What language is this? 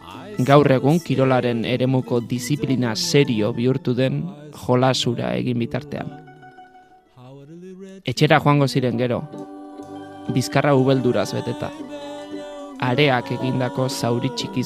Basque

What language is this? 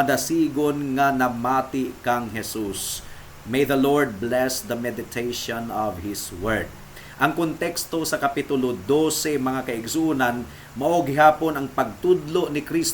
Cebuano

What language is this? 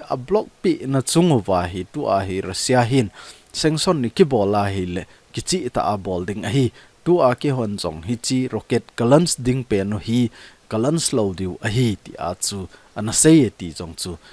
Thado Chin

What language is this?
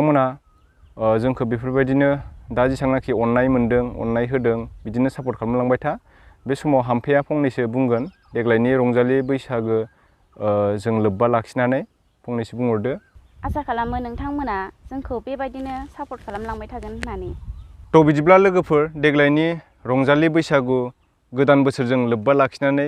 Bodo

